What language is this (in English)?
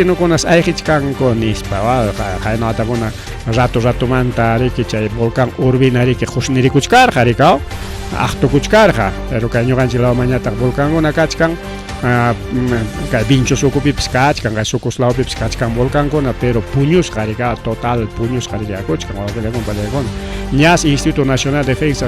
Ayacucho Quechua